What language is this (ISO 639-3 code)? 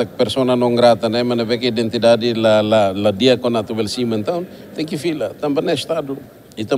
tet